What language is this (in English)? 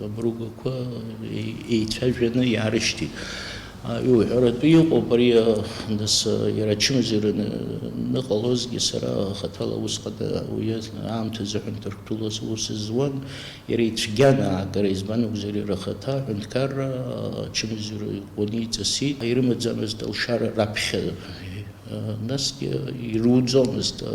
Abkhazian